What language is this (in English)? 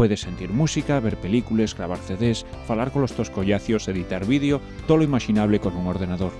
Asturian